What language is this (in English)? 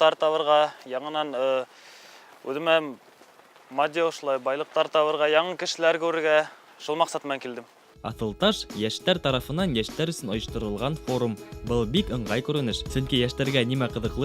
Bashkir